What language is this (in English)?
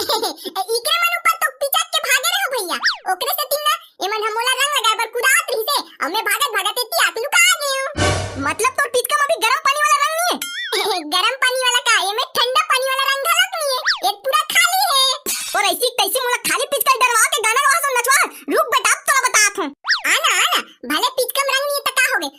Chhattisgarhi